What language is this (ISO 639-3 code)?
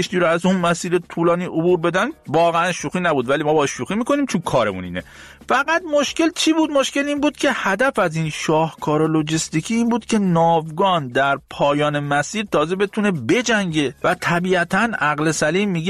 fas